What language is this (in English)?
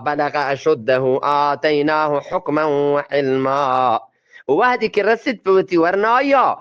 Eastern Balochi